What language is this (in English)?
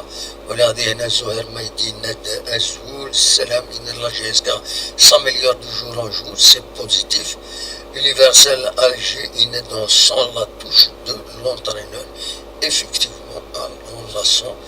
Kabyle